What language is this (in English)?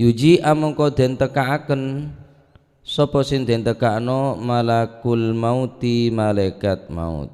Madurese